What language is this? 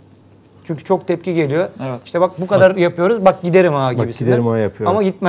Turkish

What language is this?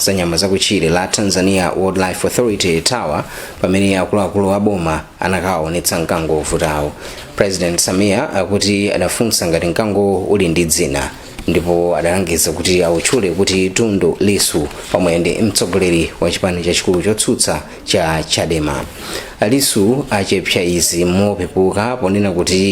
Nyanja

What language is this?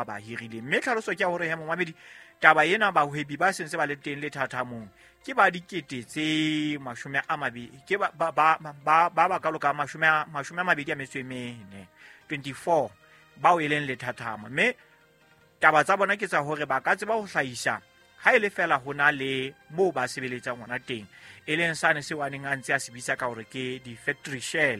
Southern Sotho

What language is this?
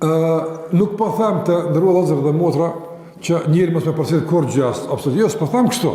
Albanian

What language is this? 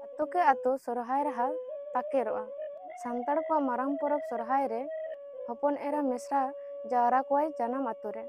Santali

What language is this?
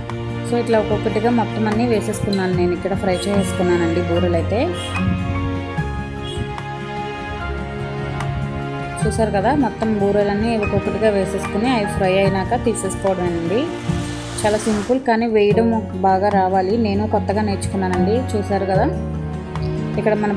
Telugu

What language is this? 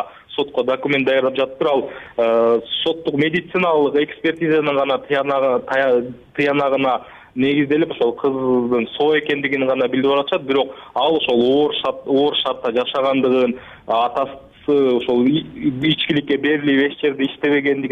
Kyrgyz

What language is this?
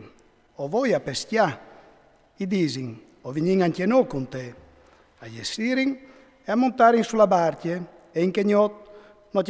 Friulian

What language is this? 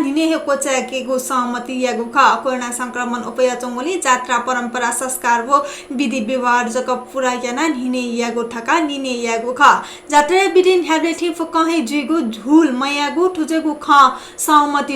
Newari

